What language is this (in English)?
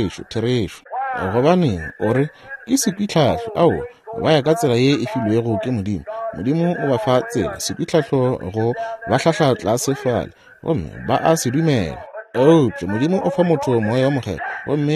Northern Sotho